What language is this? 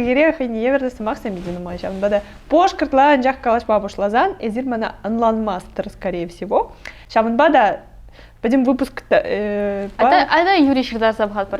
Chuvash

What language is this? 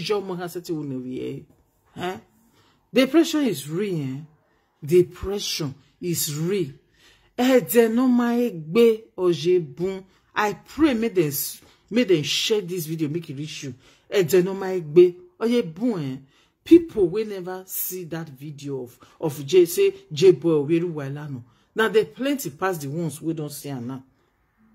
Nigerian Pidgin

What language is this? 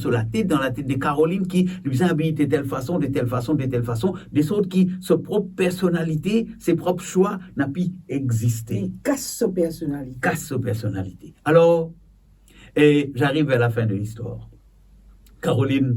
Morisyen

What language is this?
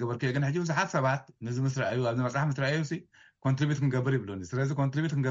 Tigrinya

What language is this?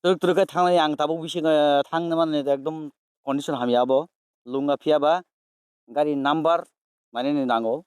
Kok Borok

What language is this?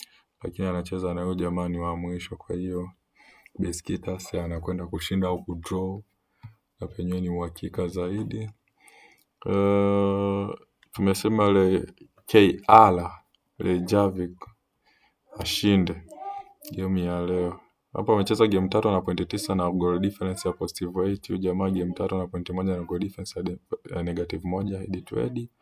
Swahili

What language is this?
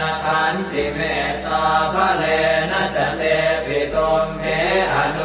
Pali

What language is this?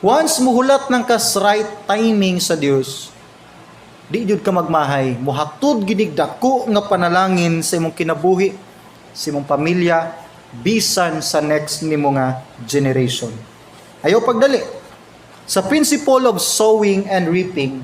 Cebuano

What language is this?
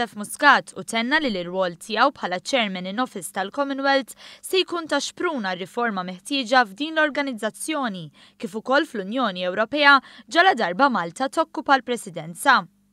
Maltese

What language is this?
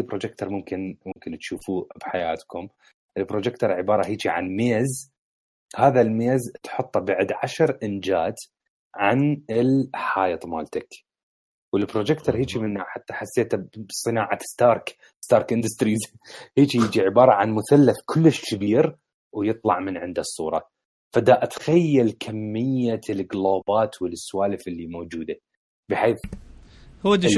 Mesopotamian Arabic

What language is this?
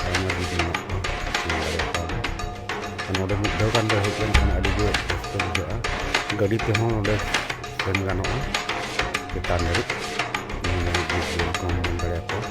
Santali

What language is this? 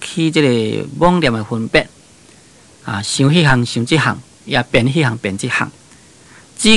Min Nan Chinese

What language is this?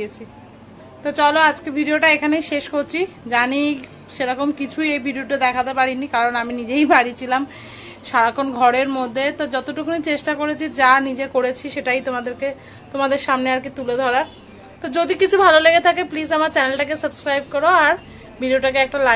Bangla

